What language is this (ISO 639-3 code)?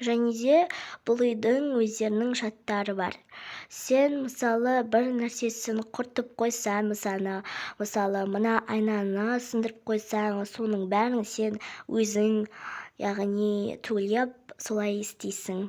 kaz